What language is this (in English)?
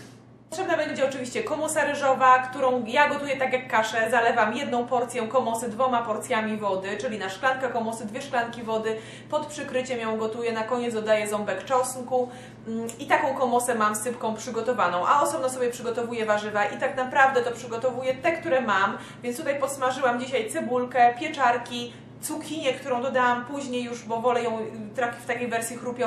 Polish